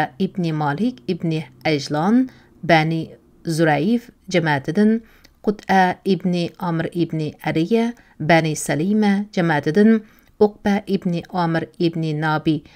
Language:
Uyghur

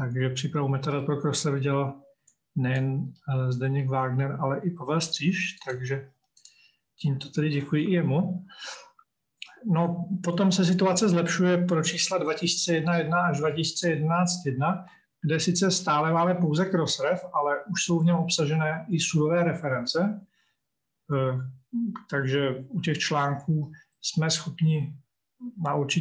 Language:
Czech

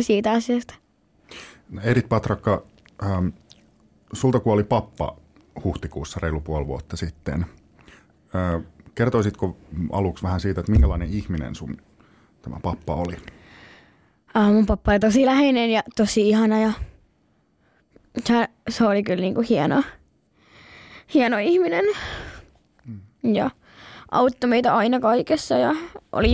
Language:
Finnish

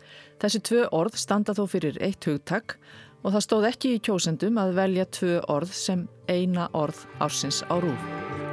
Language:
Icelandic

